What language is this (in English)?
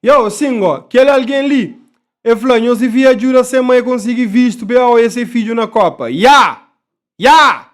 Kabuverdianu